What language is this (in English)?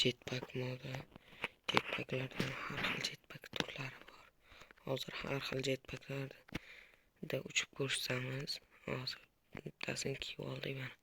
Uzbek